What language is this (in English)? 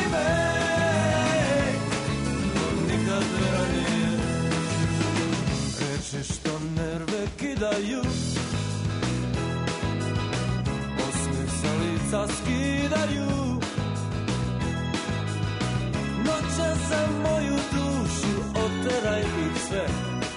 Serbian